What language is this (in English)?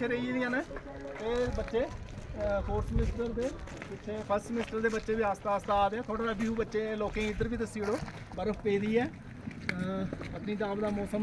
Dogri